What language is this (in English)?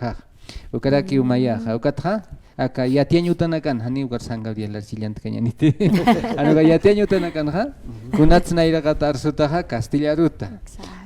Aymara